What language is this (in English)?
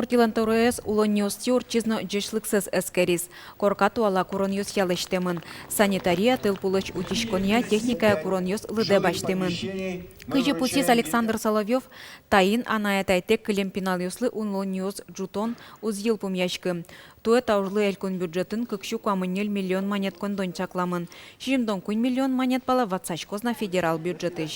Udmurt